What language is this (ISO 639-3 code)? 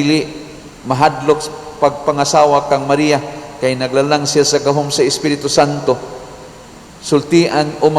ceb